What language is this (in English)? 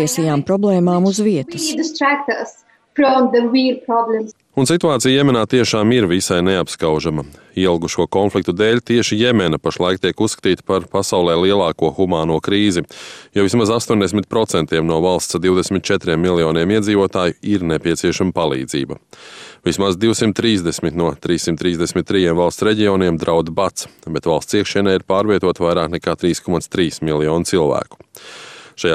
Latvian